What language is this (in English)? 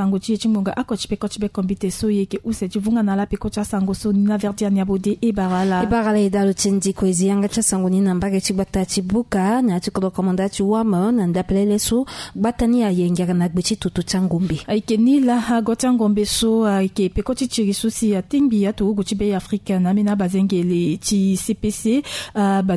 Sango